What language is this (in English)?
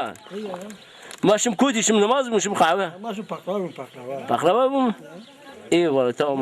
Zaza